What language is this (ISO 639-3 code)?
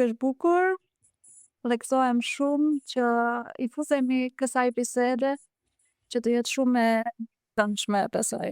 sqi